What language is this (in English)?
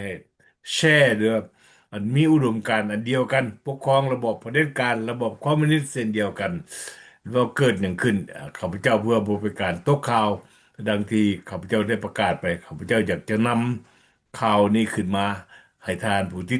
Lao